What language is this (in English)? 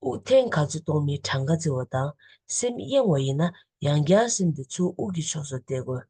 Tibetan